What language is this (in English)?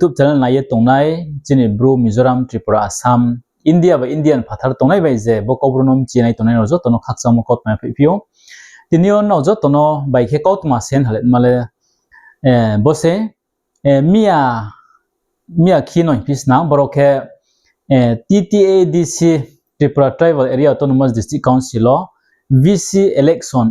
Riang (India)